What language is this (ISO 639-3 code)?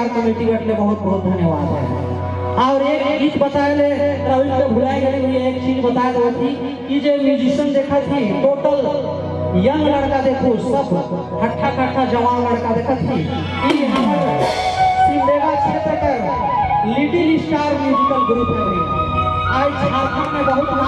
sck